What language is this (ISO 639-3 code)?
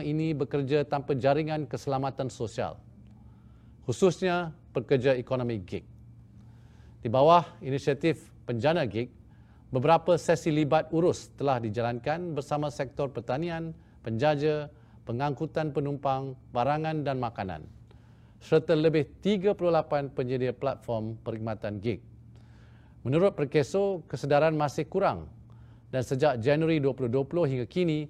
msa